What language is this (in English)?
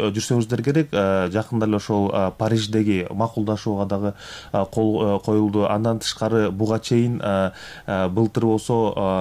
Kyrgyz